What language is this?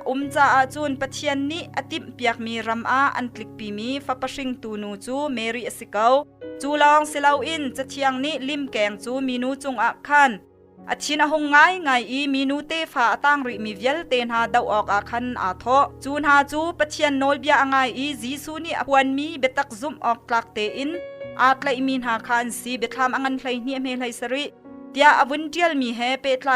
Hakha Chin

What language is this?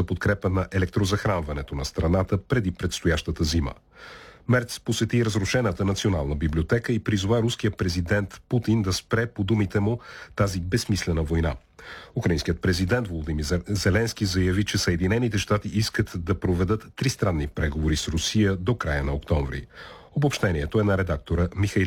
Bulgarian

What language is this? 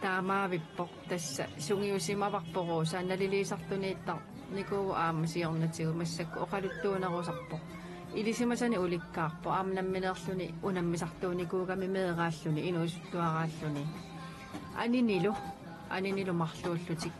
Kalaallisut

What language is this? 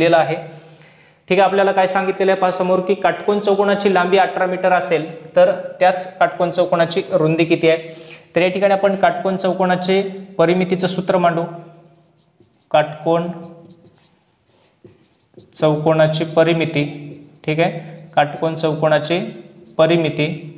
Marathi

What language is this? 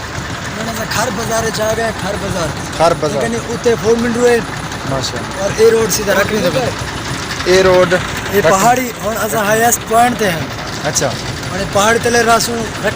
Saraiki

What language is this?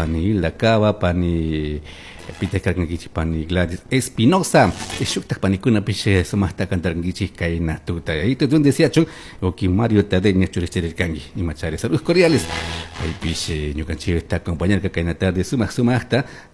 Chimborazo Highland Quichua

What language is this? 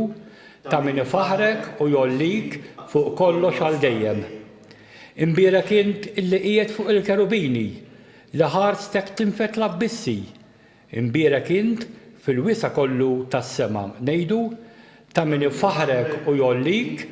Maltese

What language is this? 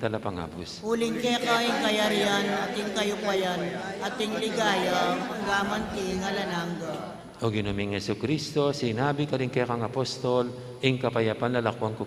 Pampanga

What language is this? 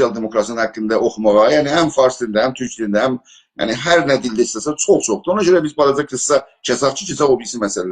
South Azerbaijani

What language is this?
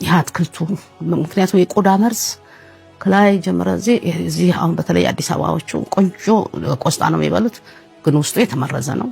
Amharic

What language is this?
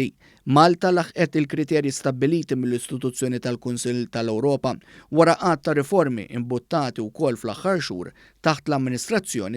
Maltese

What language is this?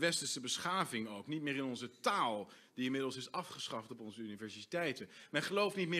Dutch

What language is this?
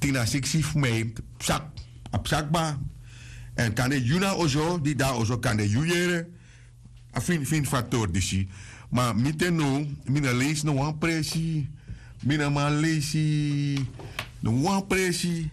Sranan Tongo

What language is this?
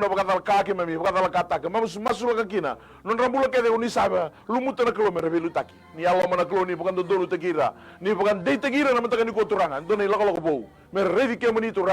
Fijian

